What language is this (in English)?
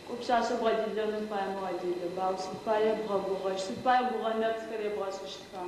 Adyghe